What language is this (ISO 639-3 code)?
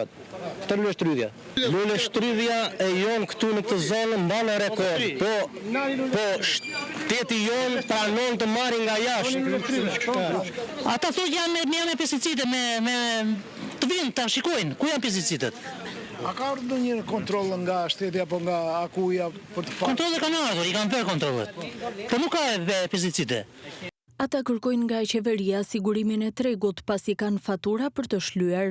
sqi